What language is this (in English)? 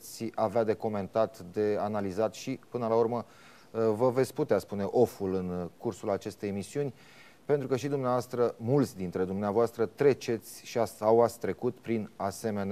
Romanian